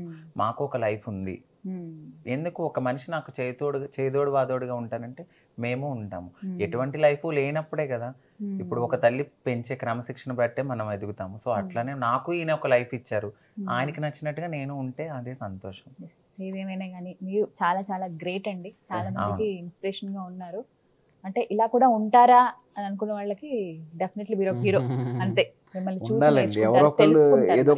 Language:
Telugu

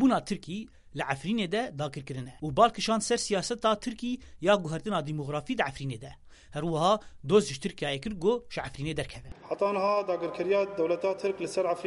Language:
Kurdish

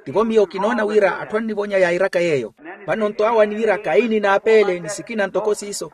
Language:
Makhuwa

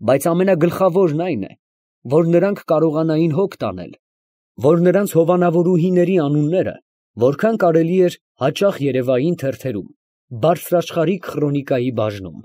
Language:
Armenian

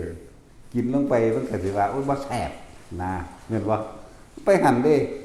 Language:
Northeastern Thai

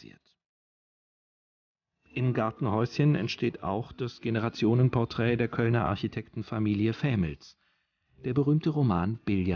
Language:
German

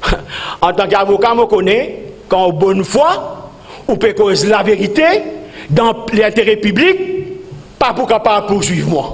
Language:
Morisyen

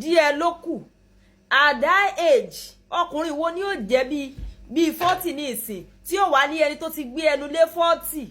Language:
Yoruba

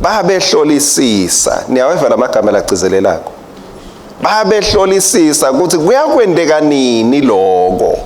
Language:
Swati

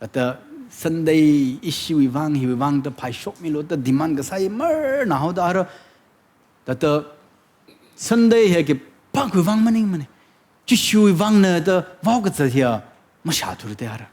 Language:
Tangkhul Naga (India)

